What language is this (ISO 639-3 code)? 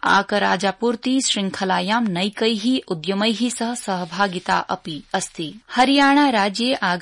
san